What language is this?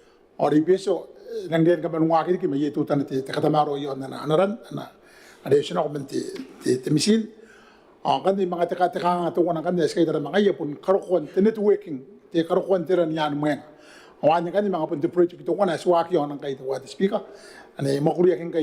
Gilbertese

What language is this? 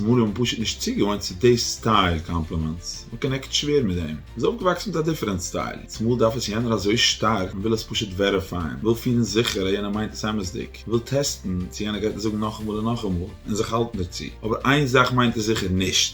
Yiddish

